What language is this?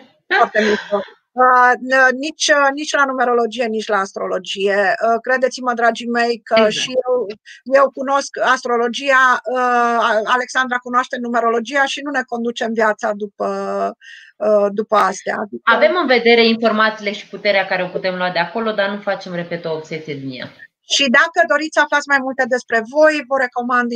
Romanian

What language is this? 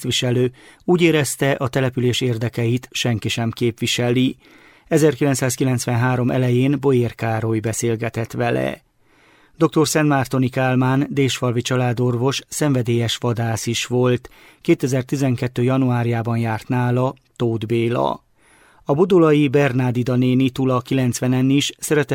Hungarian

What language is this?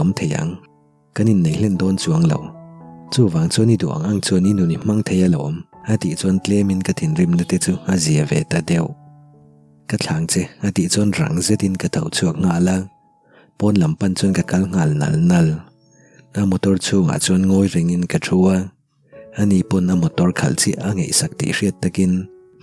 Mizo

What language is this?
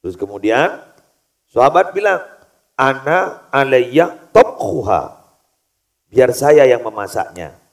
Madurese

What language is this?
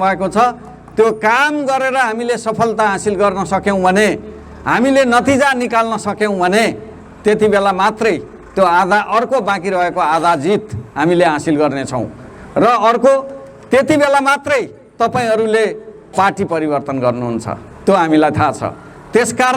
Nepali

